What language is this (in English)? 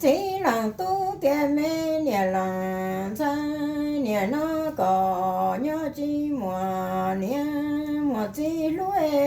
Hmong